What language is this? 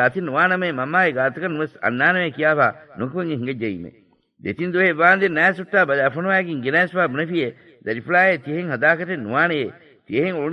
Divehi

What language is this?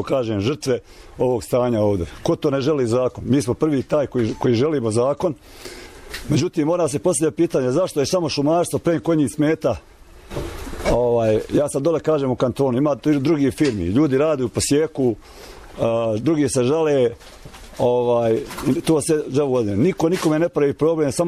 Bosnian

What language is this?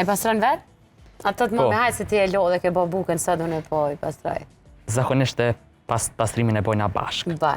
Albanian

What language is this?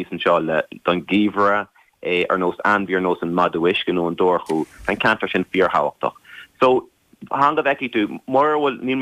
Irish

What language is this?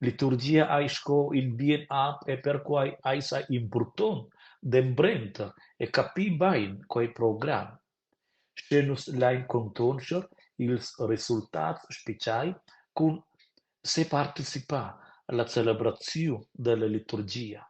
Romansh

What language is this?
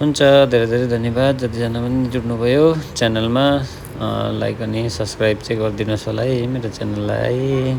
Nepali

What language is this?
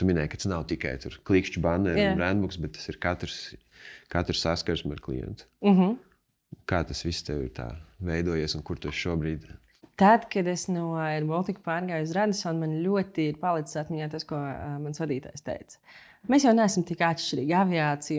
Latvian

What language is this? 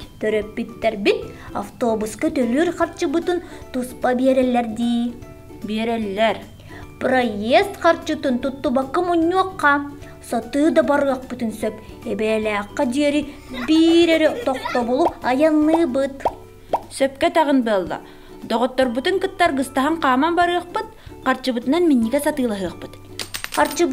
Yakut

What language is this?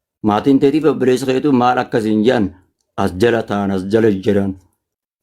Oromo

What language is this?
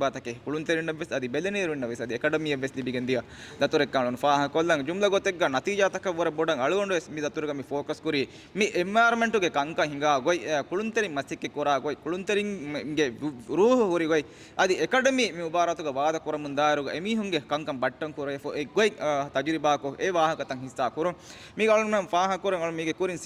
Divehi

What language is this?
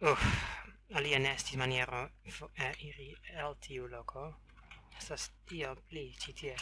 Esperanto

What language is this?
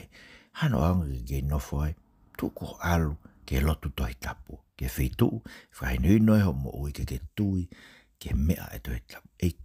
Tongan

